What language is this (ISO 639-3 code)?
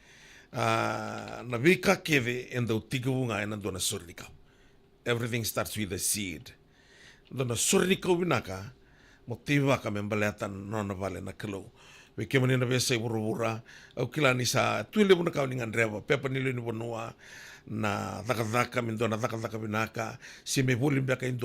fij